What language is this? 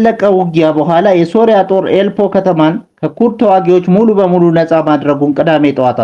Amharic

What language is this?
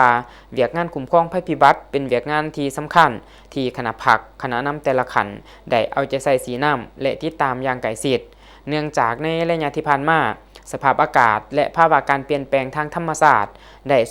Lao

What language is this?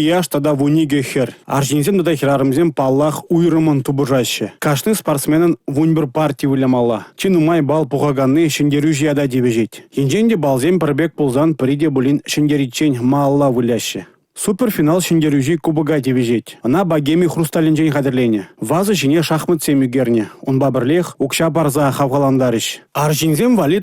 Chuvash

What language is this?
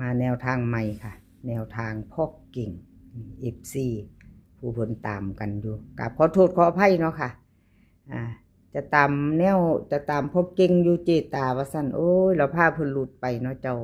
Northeastern Thai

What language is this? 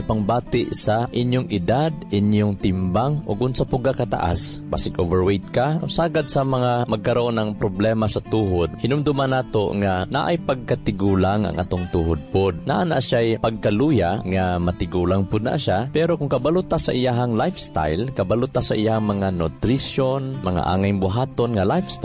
Cebuano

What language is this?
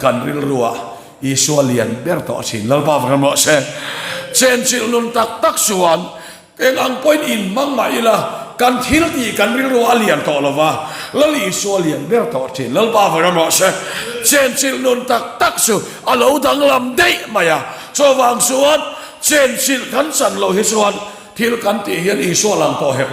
Mizo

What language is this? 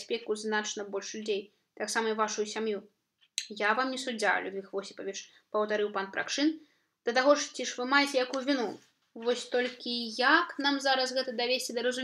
Belarusian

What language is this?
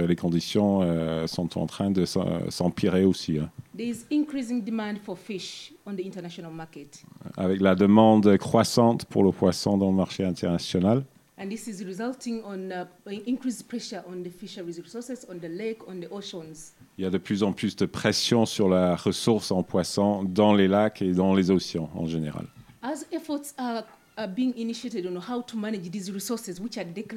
French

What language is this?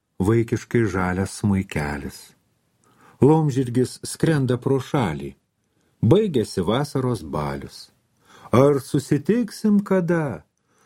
Lithuanian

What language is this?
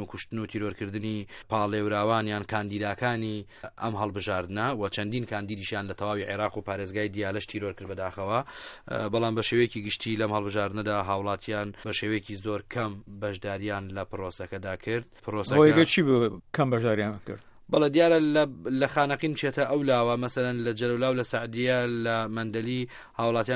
Central Kurdish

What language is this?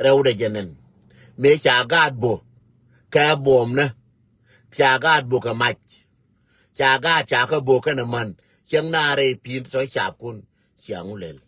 Nuer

